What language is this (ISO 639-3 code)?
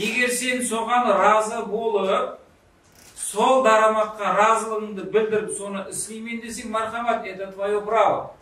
kaa